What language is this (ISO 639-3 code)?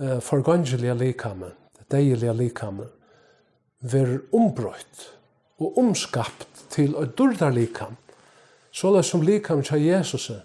fao